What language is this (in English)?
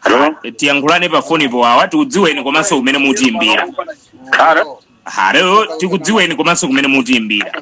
Nyanja